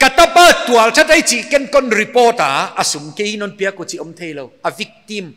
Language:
Paite Chin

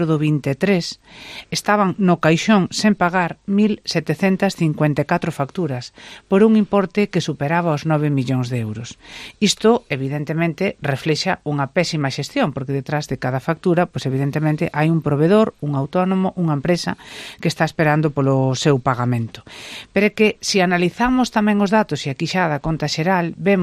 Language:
Galician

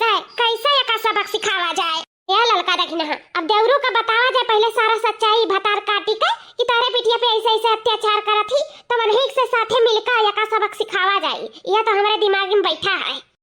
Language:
Awadhi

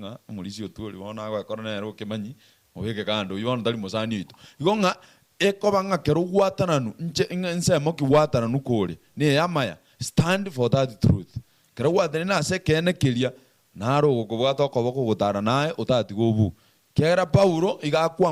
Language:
Gusii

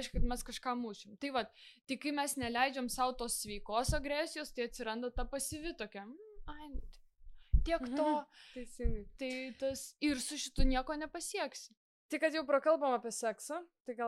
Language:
Lithuanian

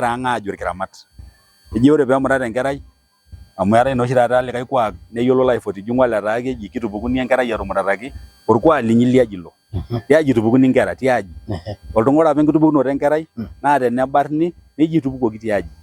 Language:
Masai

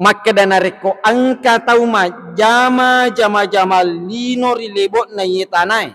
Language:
Buginese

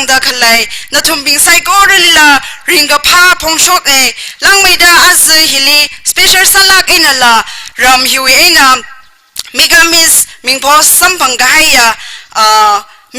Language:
Tangkhul Naga (India)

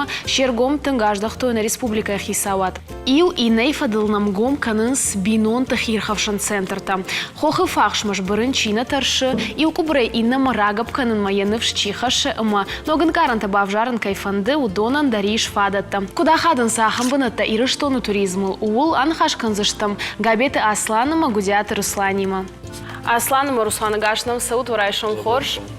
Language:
Ossetic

